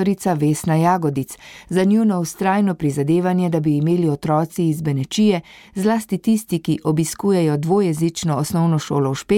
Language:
Slovenian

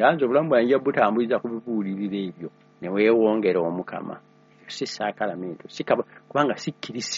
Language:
Ganda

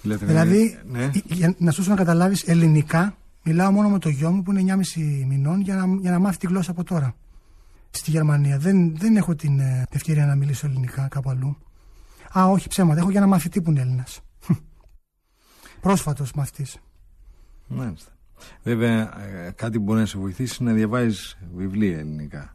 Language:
Greek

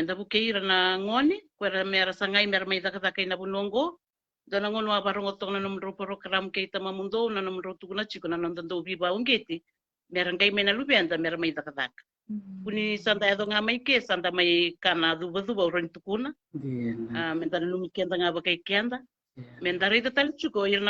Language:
Fijian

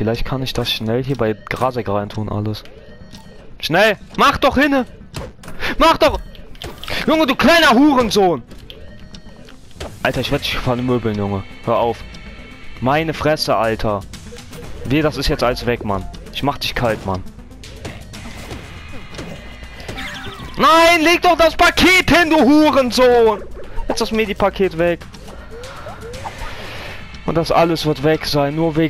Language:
German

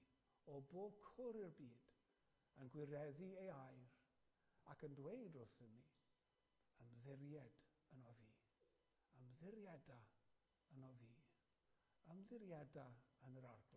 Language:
Welsh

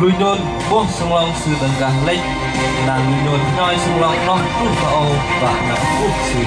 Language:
Bahnar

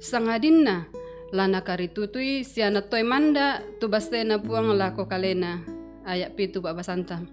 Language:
Toraja-Sa'dan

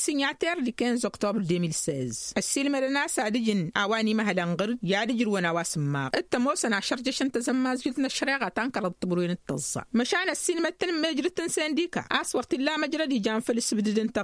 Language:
Tamasheq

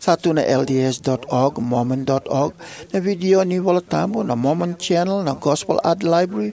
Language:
Fijian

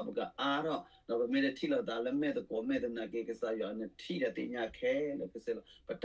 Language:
S'gaw Karen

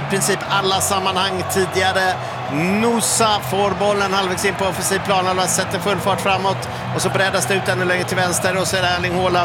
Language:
Swedish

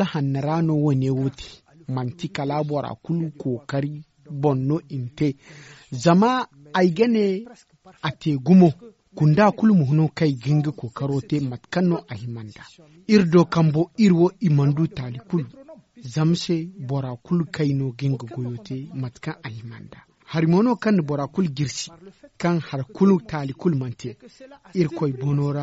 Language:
Zarma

